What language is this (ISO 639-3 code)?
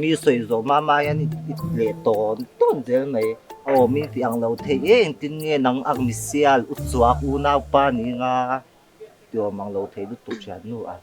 lus